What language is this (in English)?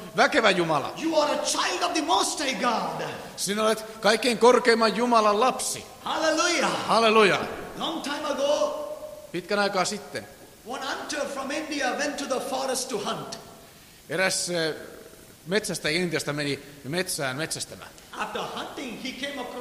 Finnish